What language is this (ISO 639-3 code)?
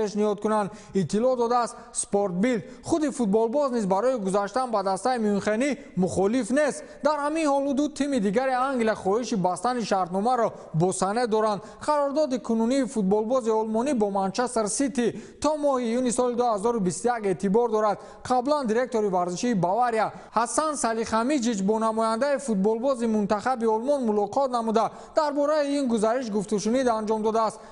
tgk